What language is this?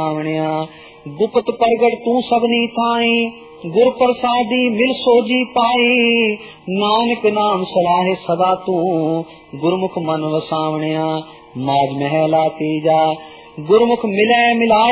Punjabi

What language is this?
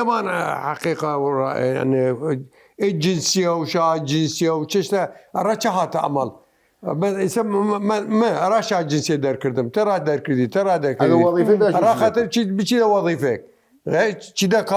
Southern Kurdish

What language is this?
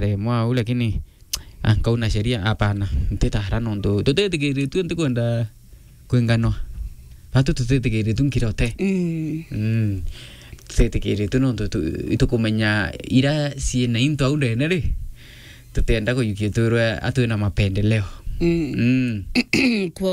Meru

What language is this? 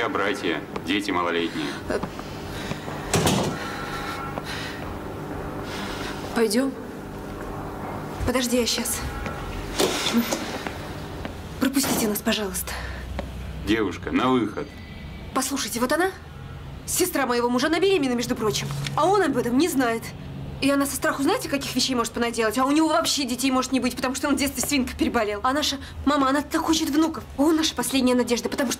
Russian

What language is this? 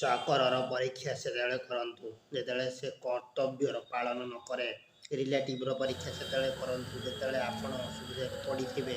Odia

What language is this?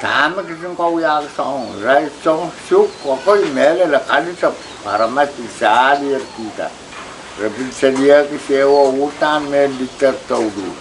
Pohnpeian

